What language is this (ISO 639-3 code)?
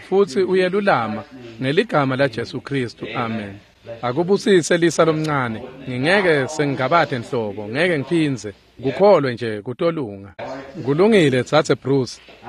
ssw